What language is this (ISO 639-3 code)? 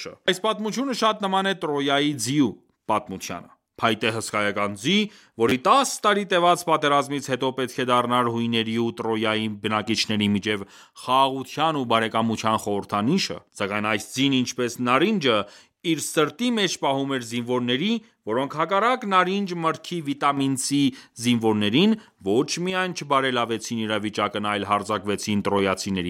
hye